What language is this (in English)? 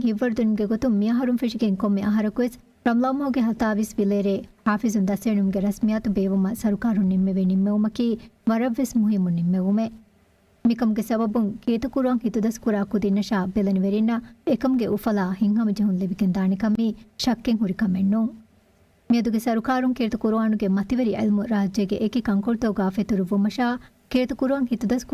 Divehi